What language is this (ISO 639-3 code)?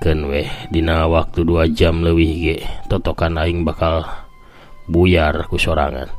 sun